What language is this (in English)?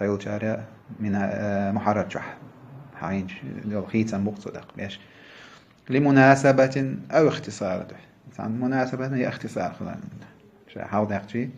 Chechen